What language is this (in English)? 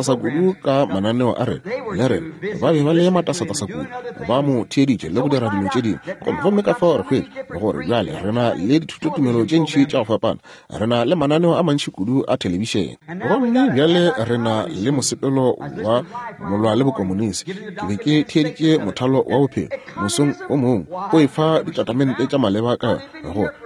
Northern Sotho